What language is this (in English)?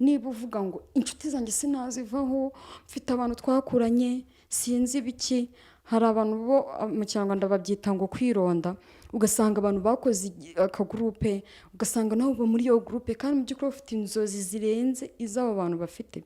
Kinyarwanda